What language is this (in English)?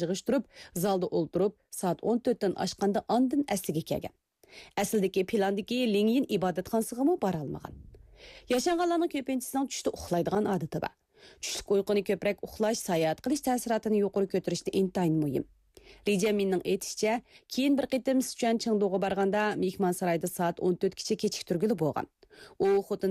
Uyghur